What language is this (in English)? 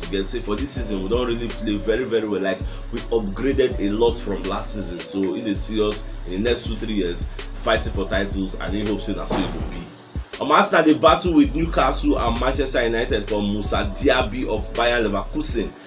Nigerian Pidgin